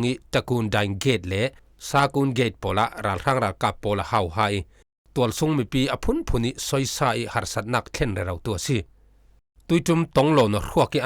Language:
Falam Chin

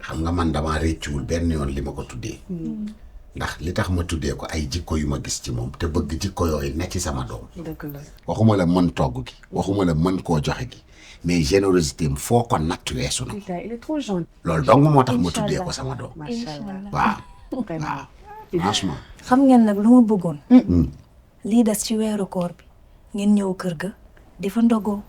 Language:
Wolof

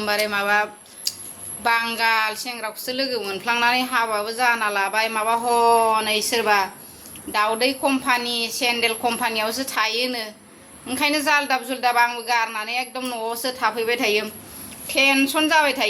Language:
Bodo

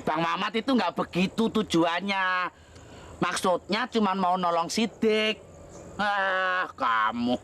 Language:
Betawi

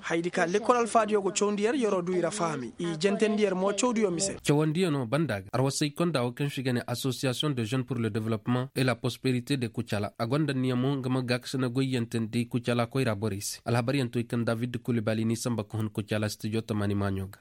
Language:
Koyraboro Senni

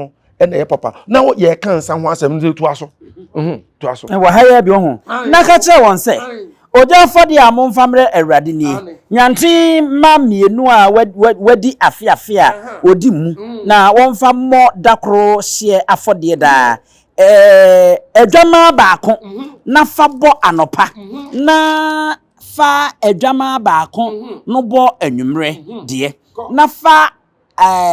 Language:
Akan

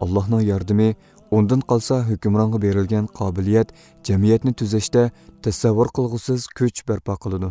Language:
Uyghur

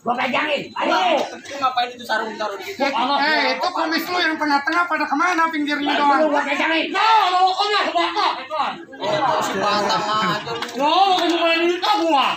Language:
Betawi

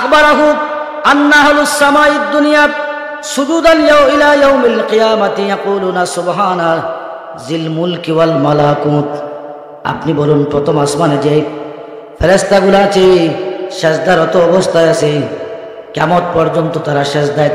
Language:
Sylheti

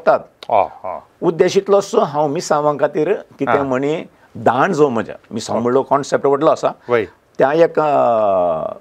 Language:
Konkani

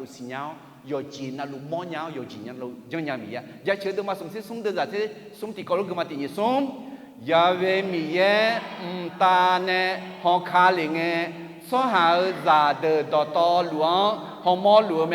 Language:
Akha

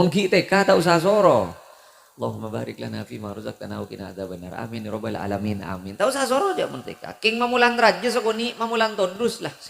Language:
Madurese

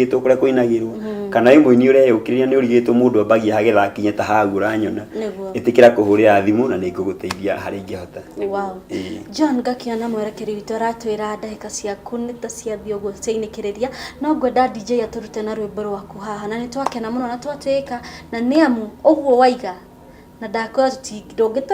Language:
Kikuyu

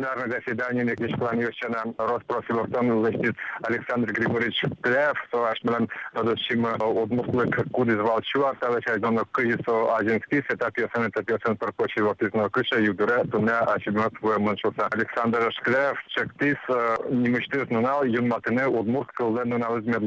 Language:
Udmurt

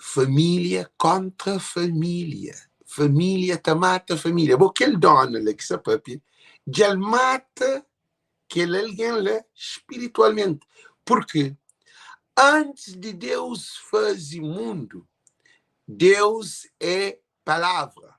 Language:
Kabuverdianu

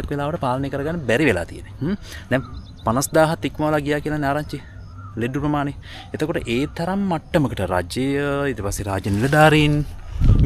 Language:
Sinhala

